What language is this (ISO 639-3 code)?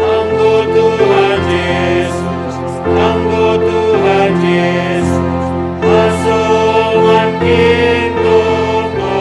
bts